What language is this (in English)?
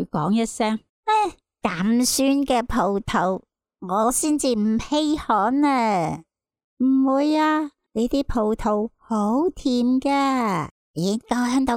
Cantonese